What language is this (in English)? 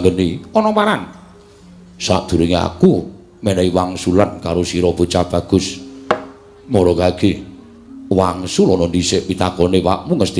Javanese